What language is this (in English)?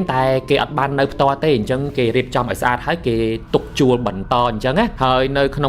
Khmer